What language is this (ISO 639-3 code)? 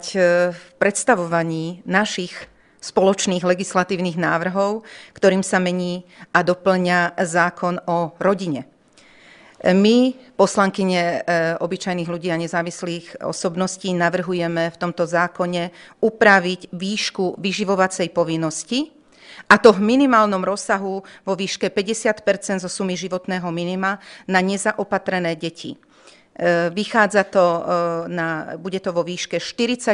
slk